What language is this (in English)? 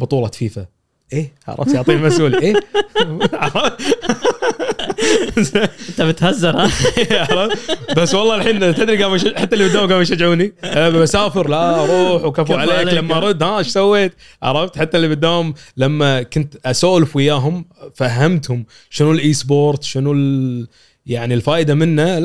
Gulf Arabic